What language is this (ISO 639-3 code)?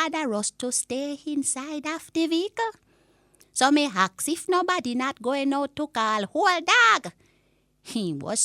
jam